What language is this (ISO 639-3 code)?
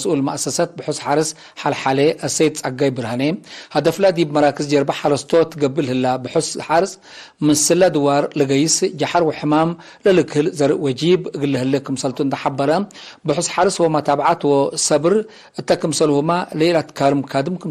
tig